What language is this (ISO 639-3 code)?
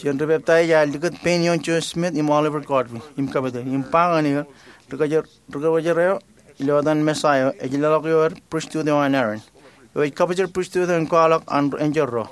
mah